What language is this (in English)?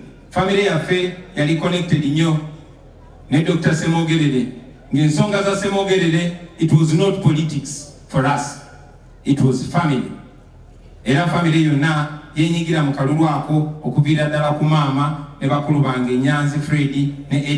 Ganda